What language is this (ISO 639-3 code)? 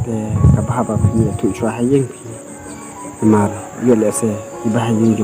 kha